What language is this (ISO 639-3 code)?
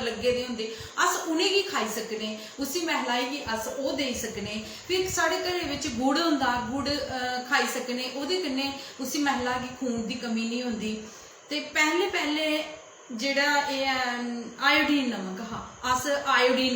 doi